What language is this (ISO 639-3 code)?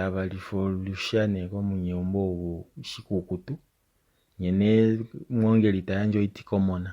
kua